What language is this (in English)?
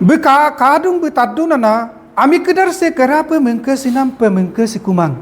Adi